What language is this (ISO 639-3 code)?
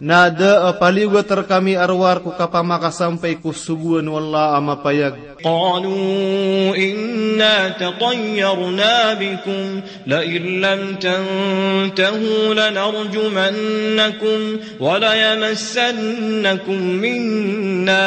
mrw